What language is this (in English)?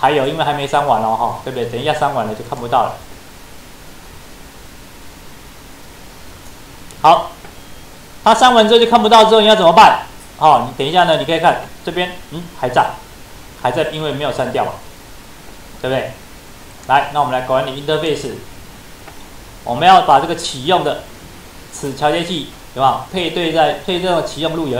Chinese